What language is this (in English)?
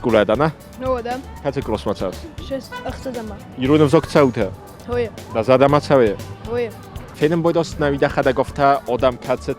Ossetic